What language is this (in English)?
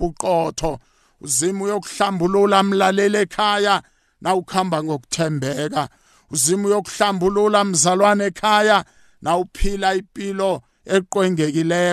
South Ndebele